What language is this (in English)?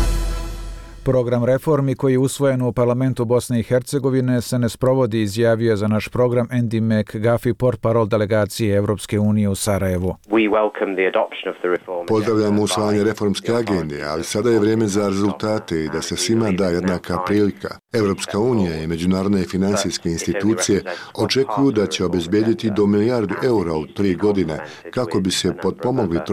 Bosnian